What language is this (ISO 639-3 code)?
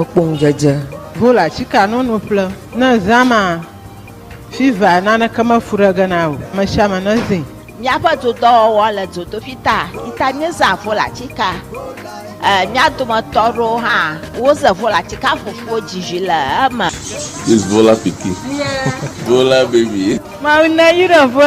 ewe